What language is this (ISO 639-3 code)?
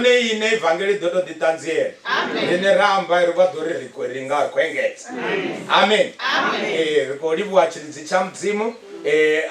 ven